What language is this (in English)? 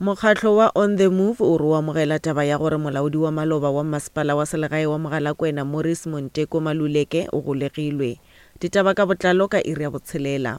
Northern Sotho